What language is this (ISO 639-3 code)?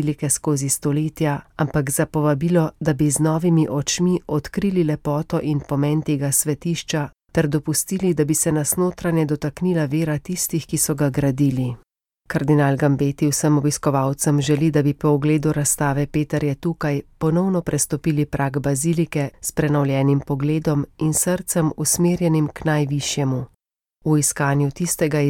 slv